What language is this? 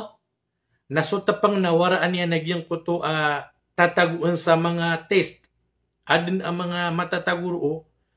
Maranao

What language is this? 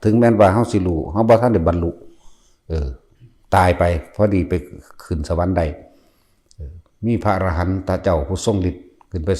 Northeastern Thai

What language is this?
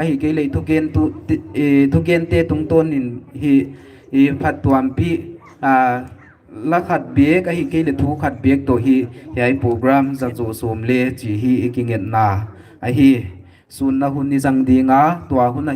Paite Chin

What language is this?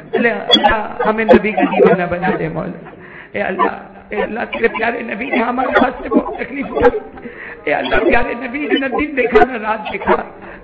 Urdu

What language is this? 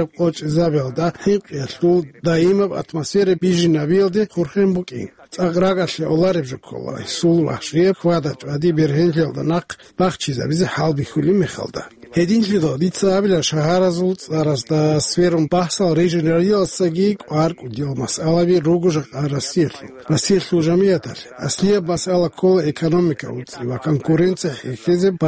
Avaric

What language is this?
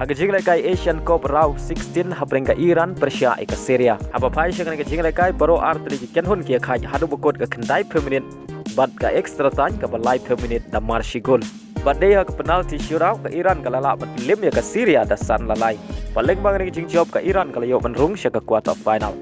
Khasi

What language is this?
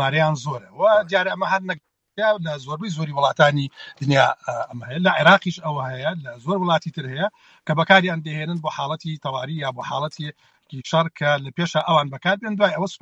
Central Kurdish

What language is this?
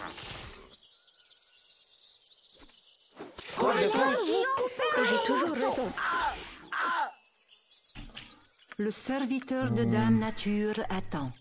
French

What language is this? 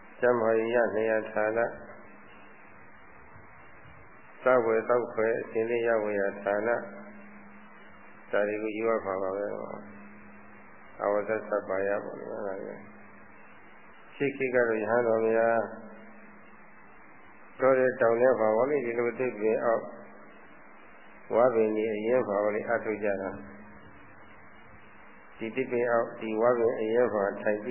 Burmese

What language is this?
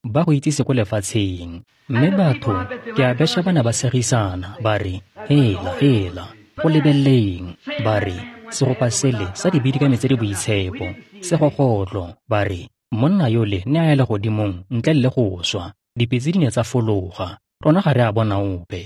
Tswana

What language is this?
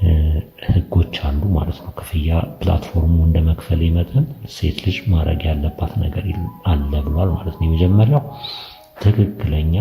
Amharic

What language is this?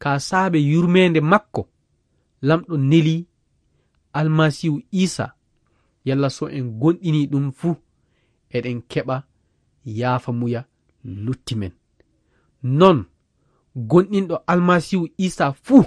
Fula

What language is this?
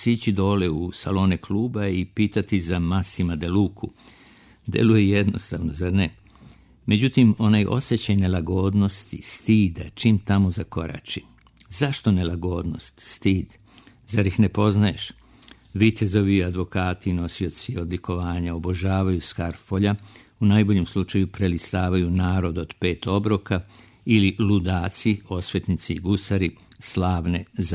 Serbian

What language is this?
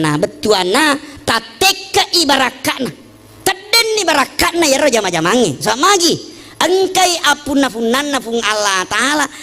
Buginese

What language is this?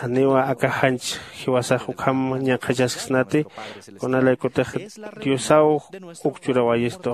Aymara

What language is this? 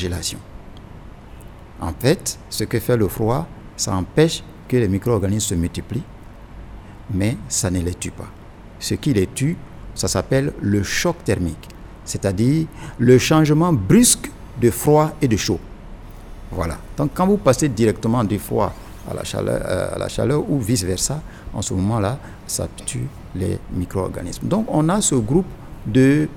French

